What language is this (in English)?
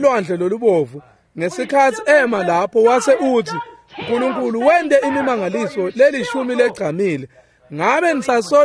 Swati